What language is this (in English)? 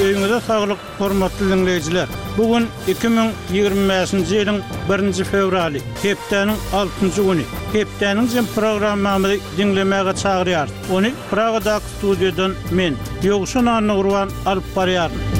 Turkmen